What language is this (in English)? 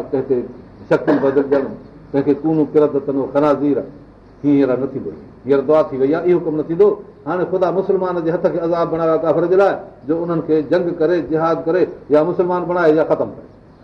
Sindhi